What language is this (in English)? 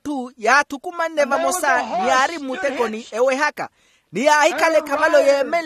Makhuwa